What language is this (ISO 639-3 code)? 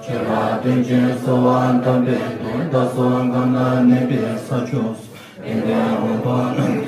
bod